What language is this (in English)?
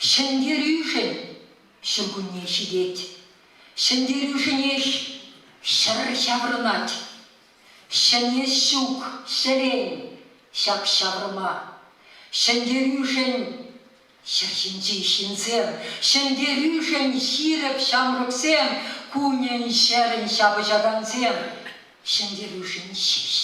Chuvash